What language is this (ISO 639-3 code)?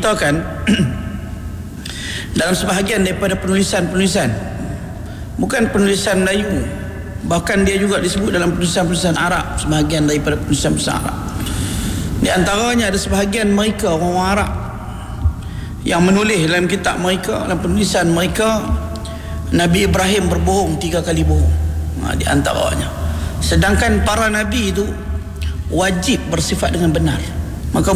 msa